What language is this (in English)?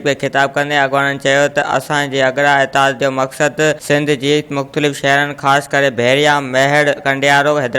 Sindhi